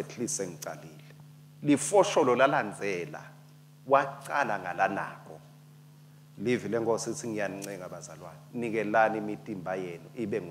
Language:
Swati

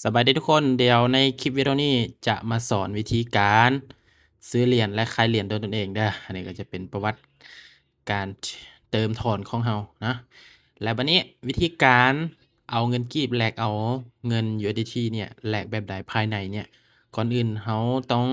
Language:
Lao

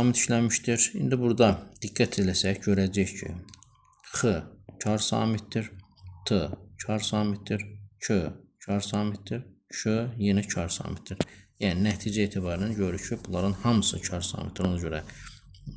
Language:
Azerbaijani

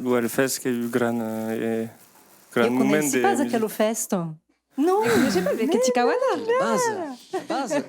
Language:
Occitan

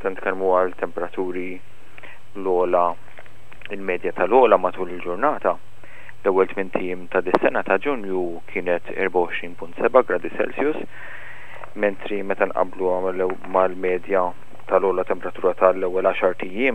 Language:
Maltese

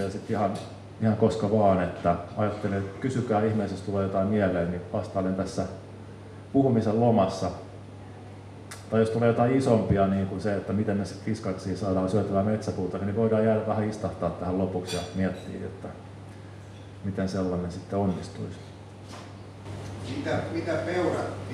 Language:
Finnish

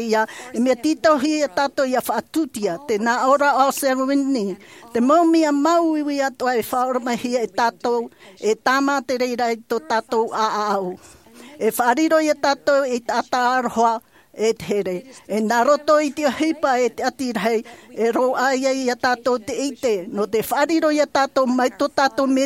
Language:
Tahitian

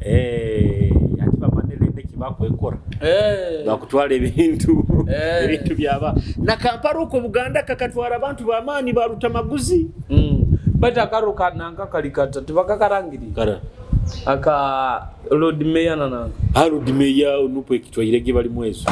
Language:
Nyoro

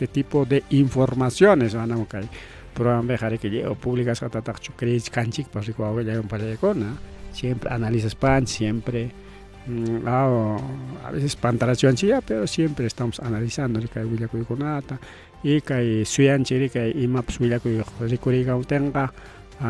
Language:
Ayacucho Quechua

